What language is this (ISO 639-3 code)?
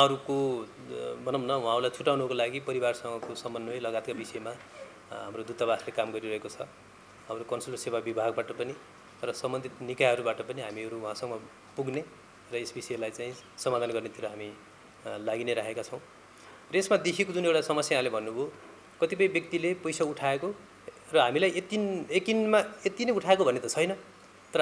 nep